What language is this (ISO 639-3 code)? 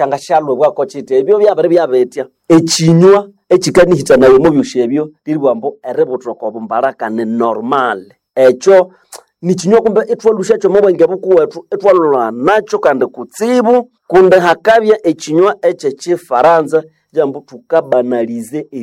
nnb